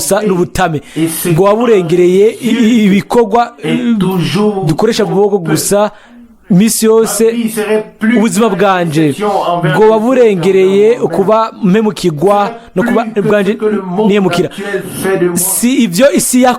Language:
Rundi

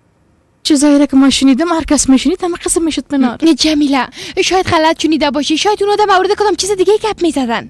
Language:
Persian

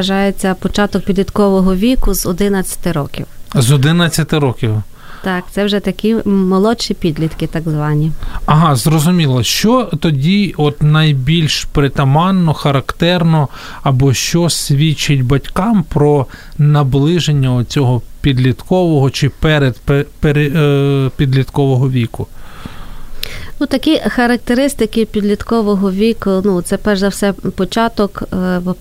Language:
Ukrainian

